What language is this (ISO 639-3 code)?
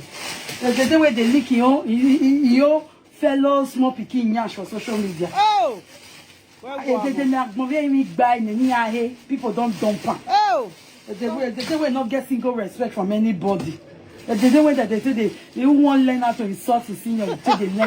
pcm